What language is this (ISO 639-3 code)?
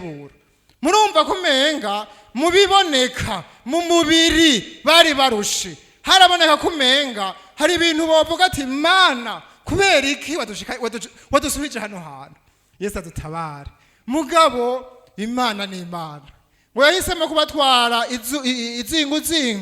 run